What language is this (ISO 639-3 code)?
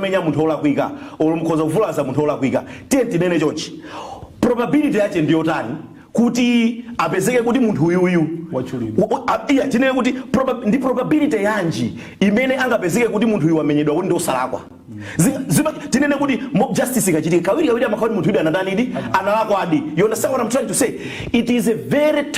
nya